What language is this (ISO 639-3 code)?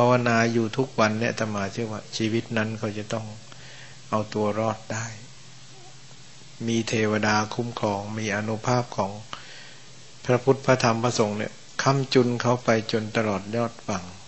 tha